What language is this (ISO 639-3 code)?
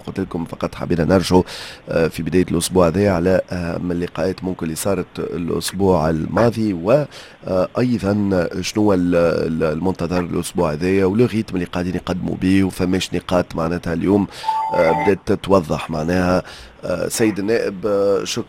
aeb